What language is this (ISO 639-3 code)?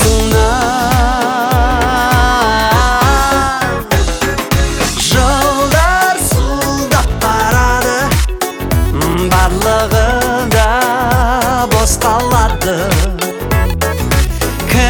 kaz